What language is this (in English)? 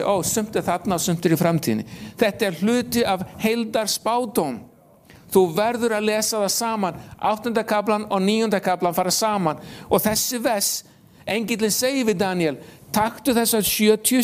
Icelandic